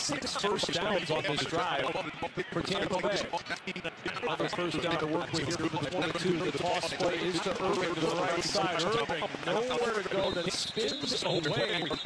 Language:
English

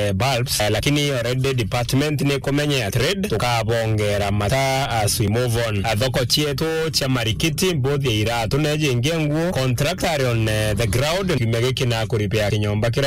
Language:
Meru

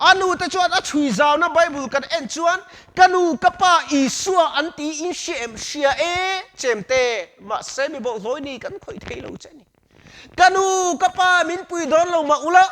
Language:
Mizo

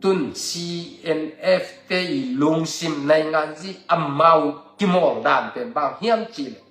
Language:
Tedim Chin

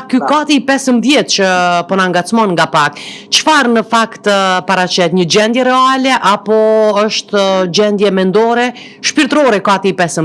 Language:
Albanian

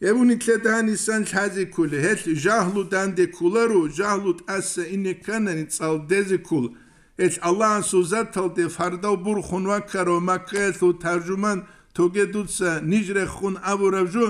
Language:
Avaric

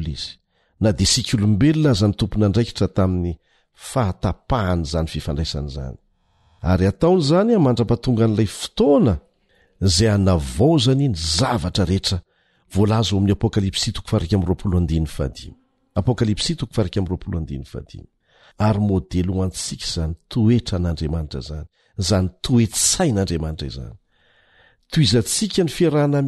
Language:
Malagasy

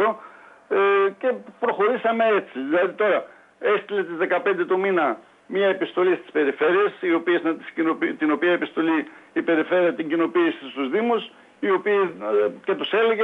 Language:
Greek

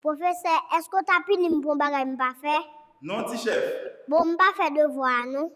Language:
Haitian Creole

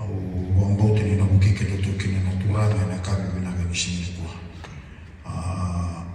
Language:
Fijian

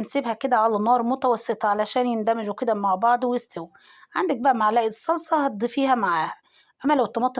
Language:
Egyptian Arabic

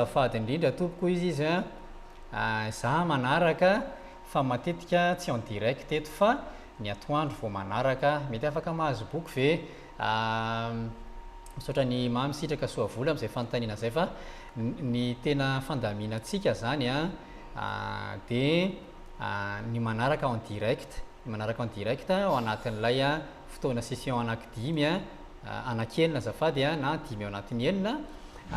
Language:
Malagasy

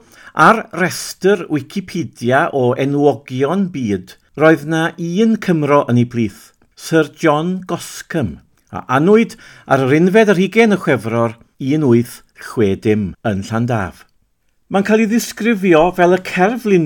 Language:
Welsh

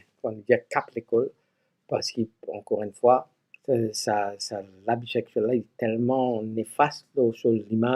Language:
Morisyen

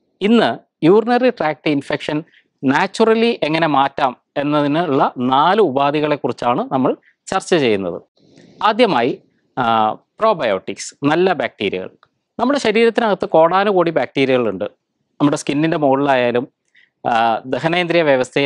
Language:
Malayalam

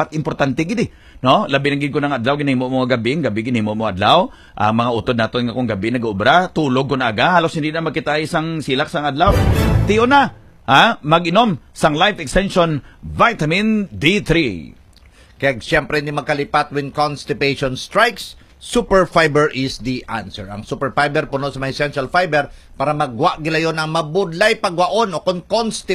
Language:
Hiligaynon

